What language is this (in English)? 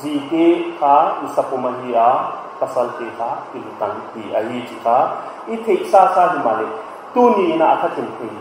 Paite Chin